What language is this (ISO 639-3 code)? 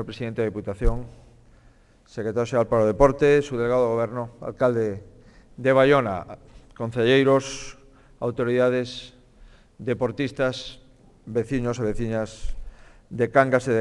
glg